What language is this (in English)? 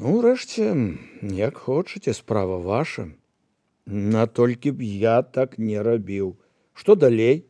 Belarusian